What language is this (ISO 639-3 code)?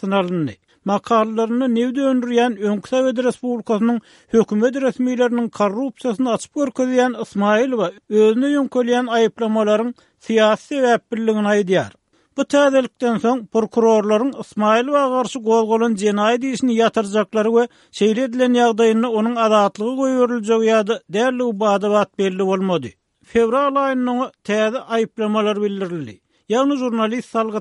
tuk